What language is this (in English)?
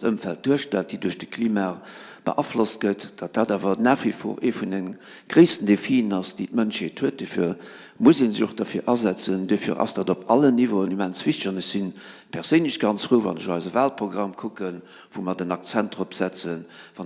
Luxembourgish